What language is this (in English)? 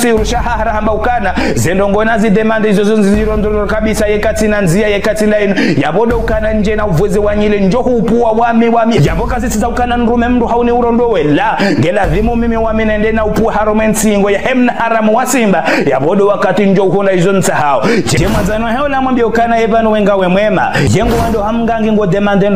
Ngazidja Comorian